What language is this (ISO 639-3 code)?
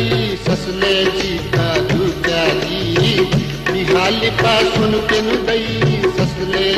new